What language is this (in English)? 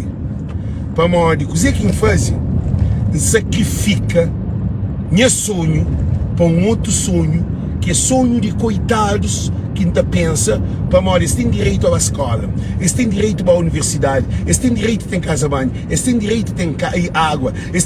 Kabuverdianu